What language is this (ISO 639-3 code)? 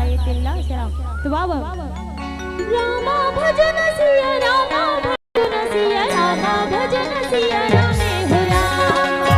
hne